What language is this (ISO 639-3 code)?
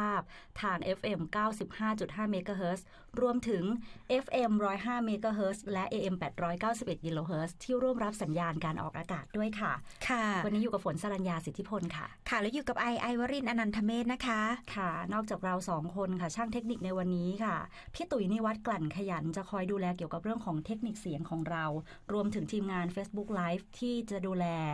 tha